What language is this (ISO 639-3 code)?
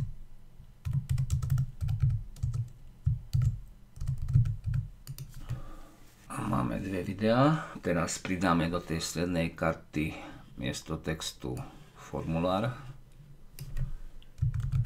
slk